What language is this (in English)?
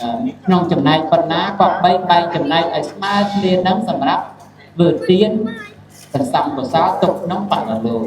Khmer